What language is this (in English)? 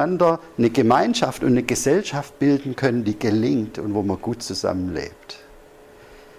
German